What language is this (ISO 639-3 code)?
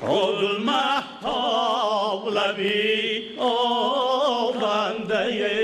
tgk